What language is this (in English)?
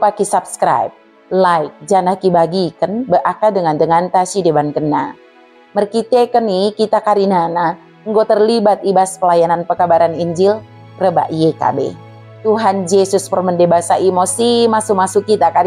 Batak Dairi